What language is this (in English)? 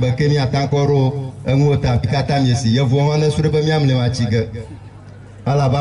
Ewe